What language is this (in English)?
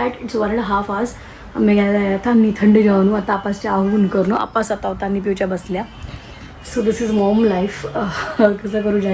Konkani